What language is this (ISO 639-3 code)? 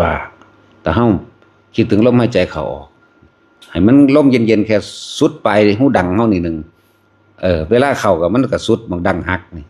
tts